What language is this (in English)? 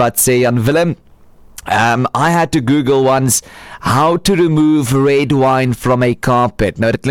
Afrikaans